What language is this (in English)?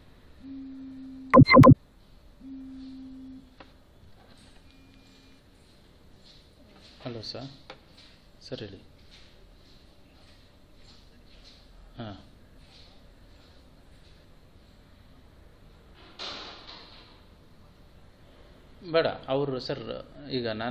Kannada